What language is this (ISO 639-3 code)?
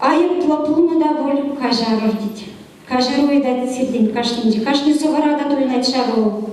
chv